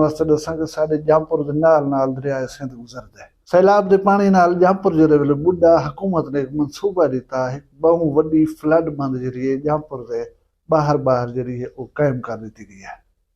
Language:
Saraiki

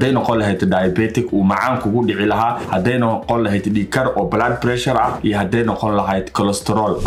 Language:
Somali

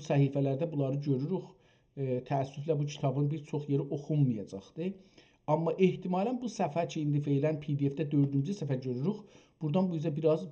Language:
South Azerbaijani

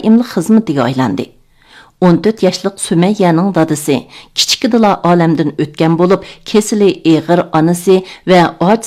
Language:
Uyghur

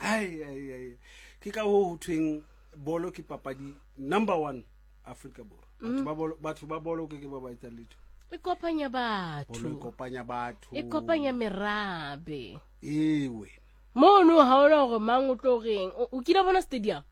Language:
Southern Sotho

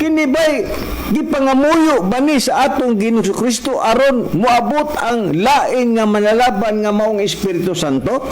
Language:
Cebuano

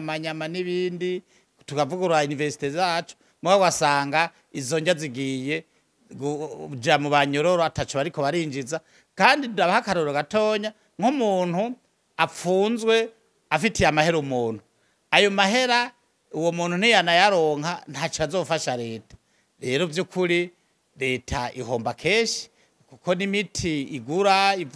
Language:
Rundi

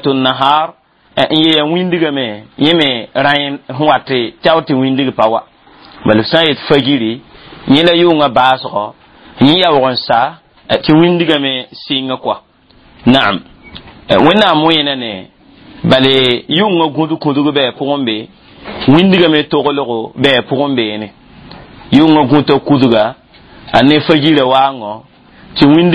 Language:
Mossi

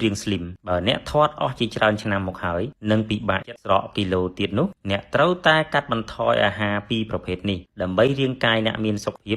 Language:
Khmer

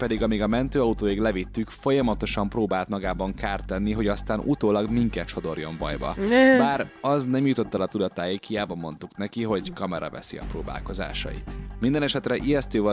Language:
Hungarian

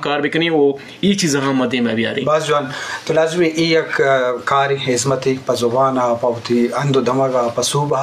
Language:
Eastern Balochi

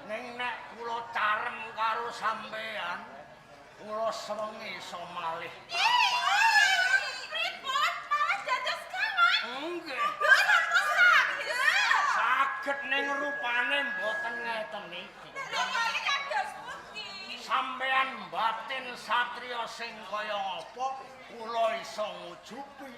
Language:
Javanese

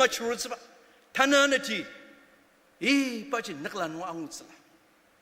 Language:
Ao Naga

